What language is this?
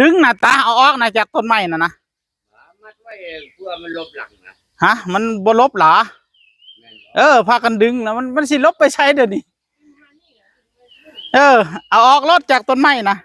Northeastern Thai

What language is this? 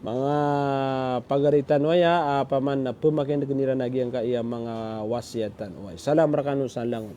Maranao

